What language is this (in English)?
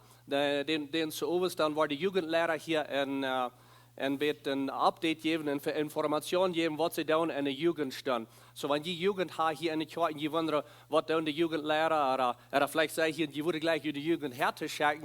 Plautdietsch